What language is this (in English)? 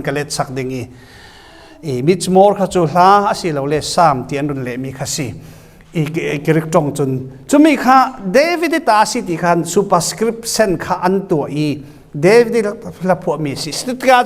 Falam Chin